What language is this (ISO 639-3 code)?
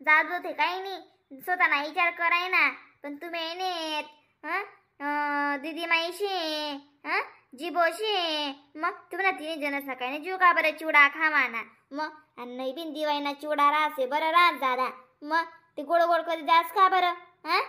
khn